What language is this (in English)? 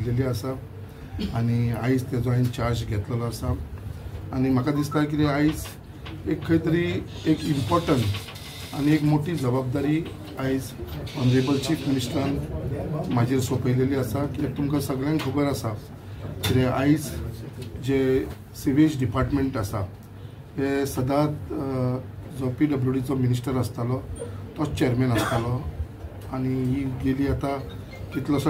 Konkani